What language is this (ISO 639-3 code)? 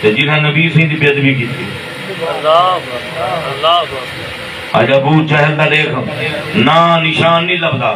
skr